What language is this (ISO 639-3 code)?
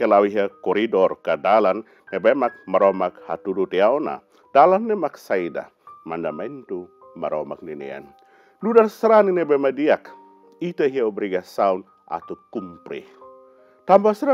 tet